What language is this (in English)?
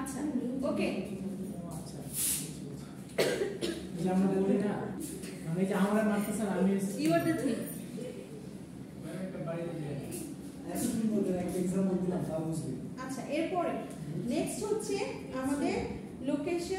Bangla